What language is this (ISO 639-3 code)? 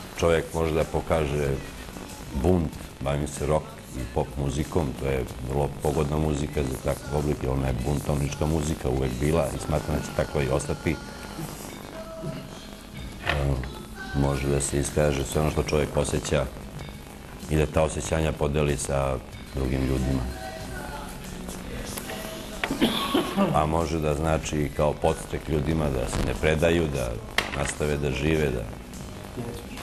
srp